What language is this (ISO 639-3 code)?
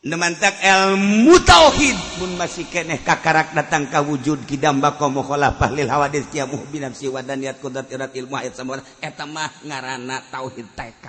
sun